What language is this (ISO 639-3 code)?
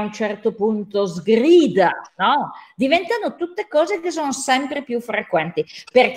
ita